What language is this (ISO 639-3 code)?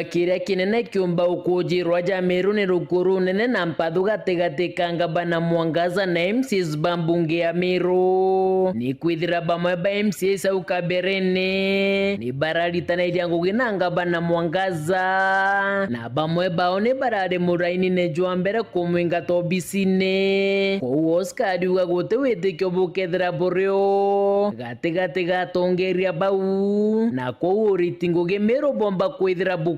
mer